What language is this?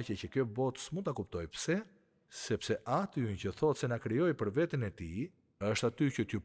Albanian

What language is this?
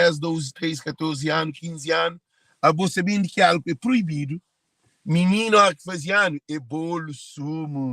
Kabuverdianu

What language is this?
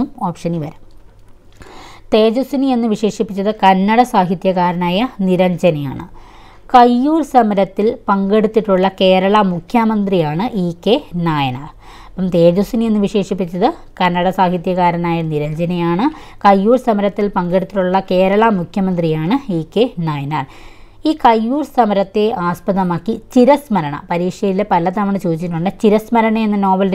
Malayalam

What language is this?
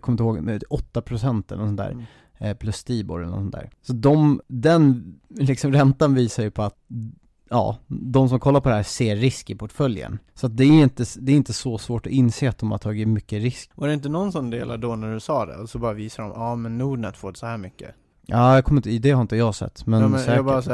Swedish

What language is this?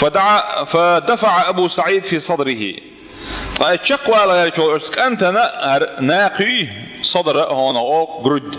Chechen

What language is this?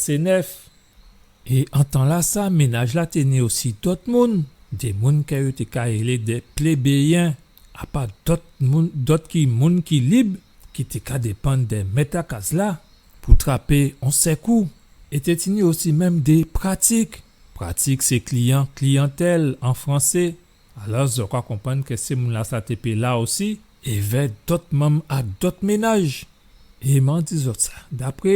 Guadeloupean Creole French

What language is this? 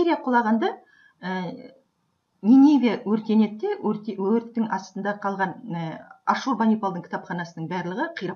Kazakh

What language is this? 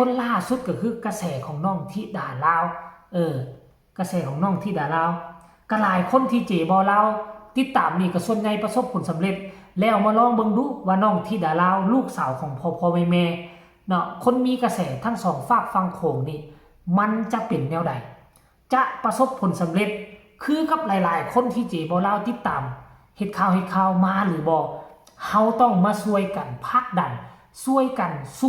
Lao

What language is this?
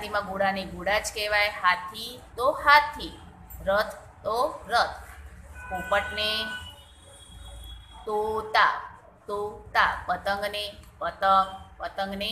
Gujarati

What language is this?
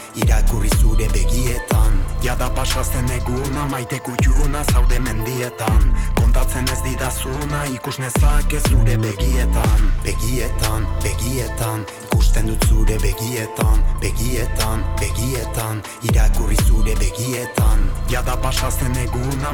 Basque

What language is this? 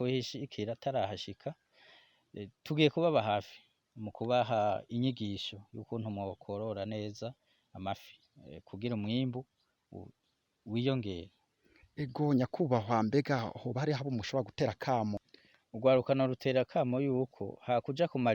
Rundi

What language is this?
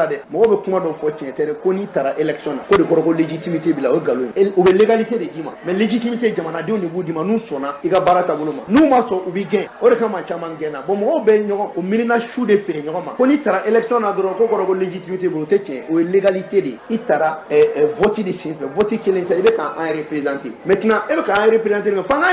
Bambara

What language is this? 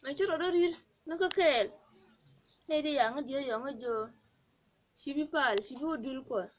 Nuer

